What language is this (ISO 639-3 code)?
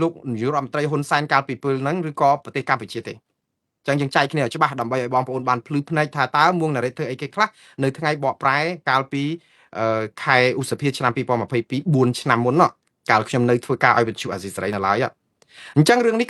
khm